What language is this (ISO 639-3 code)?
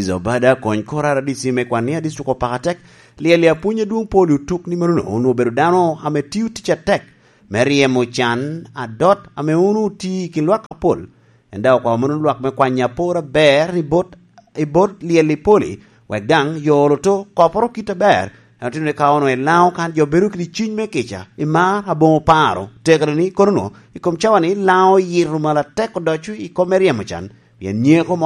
laj